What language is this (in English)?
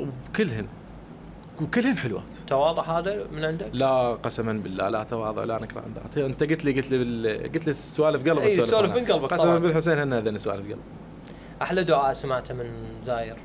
Mesopotamian Arabic